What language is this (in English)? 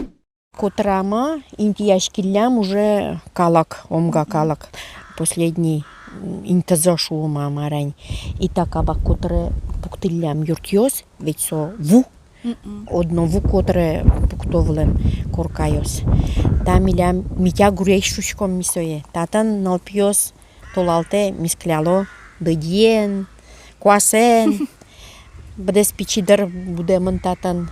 Udmurt